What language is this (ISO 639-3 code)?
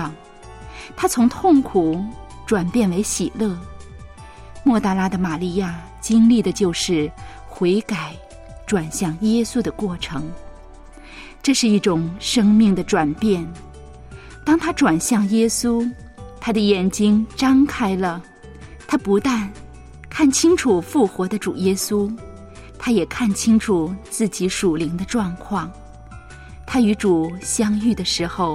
zho